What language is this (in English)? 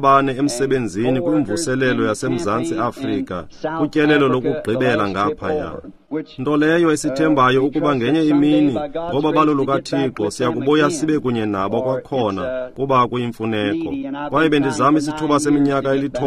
Xhosa